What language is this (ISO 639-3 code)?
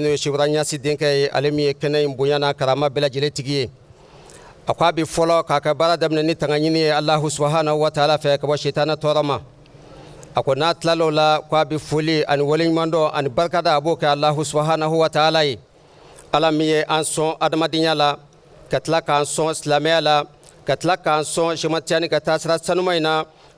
bam